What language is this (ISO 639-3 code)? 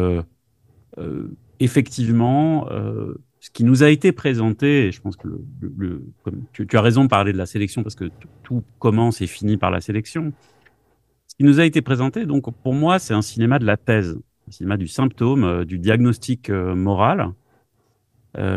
fra